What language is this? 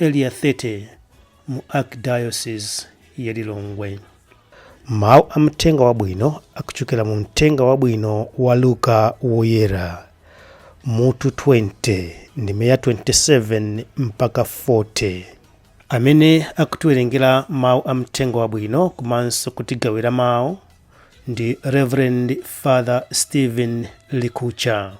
Nyanja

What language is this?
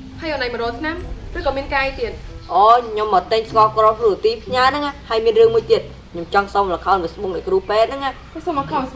Khmer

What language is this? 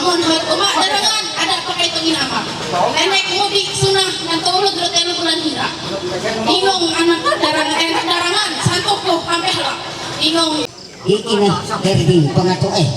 Ma'anyan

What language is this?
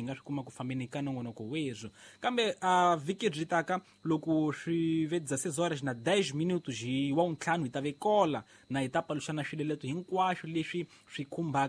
Tsonga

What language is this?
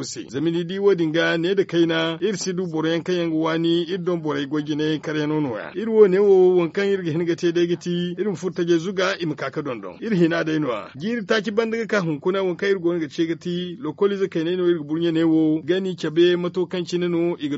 Zarma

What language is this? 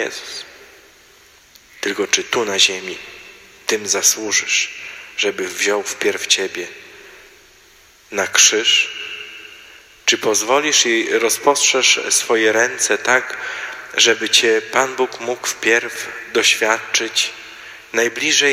Polish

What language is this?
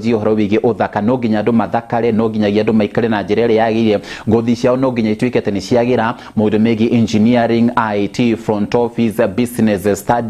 Kikuyu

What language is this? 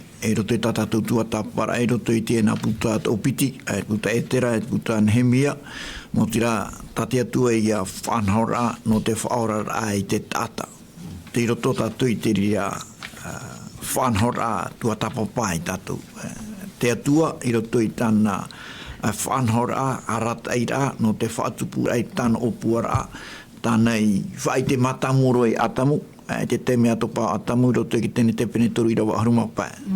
Tahitian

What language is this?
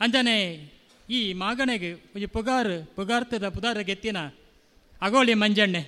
Tulu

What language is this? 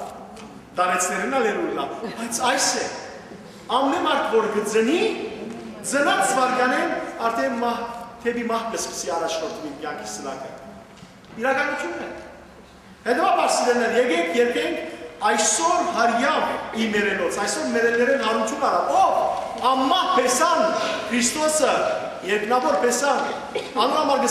Western Armenian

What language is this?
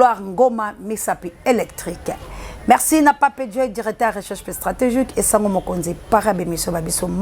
Lingala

